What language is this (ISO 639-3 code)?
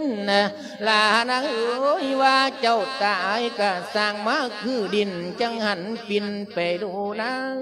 lao